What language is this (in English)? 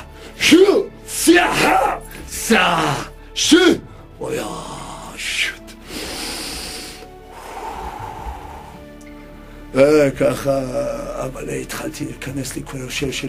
Hebrew